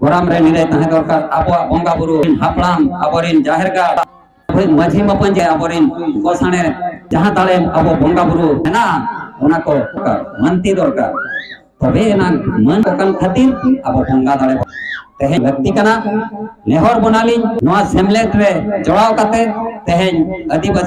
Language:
Santali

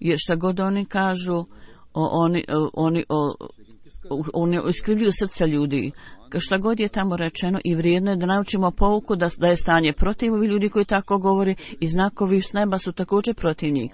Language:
Bosnian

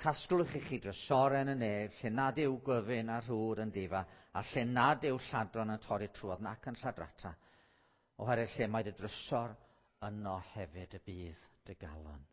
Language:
Welsh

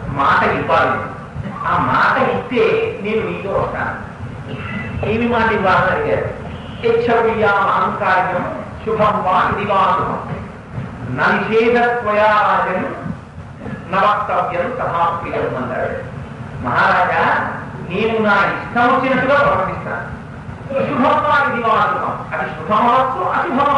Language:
Telugu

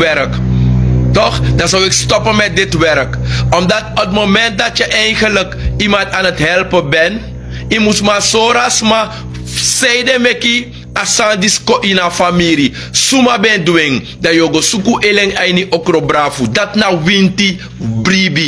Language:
Sranan Tongo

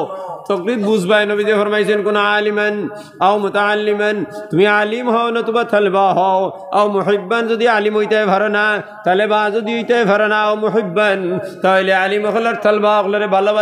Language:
Sylheti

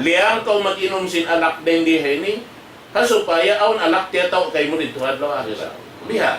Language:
Tausug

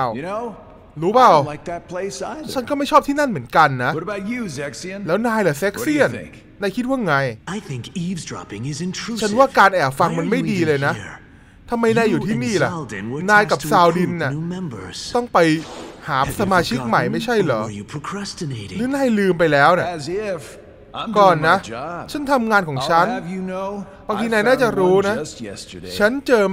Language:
Thai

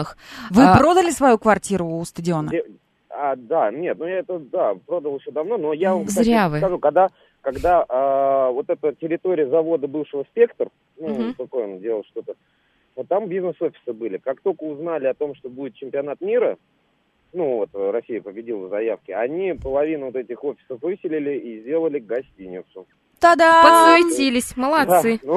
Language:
Russian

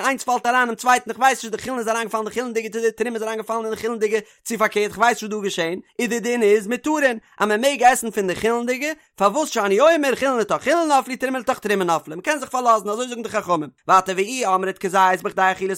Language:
Yiddish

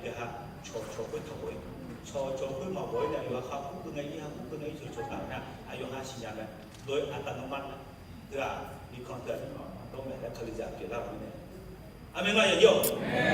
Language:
Akha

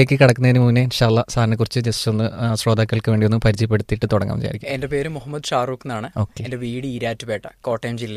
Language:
Malayalam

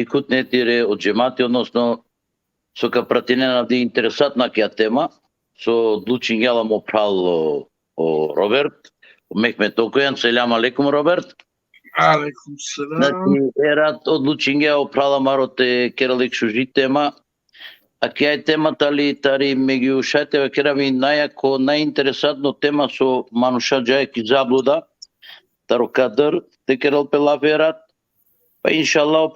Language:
Balkan Romani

